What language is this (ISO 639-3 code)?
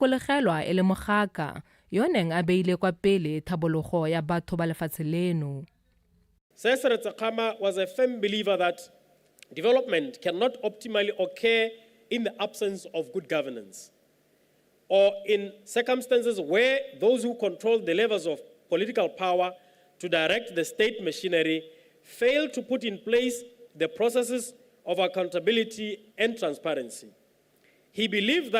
tsn